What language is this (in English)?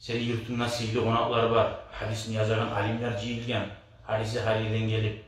Kumyk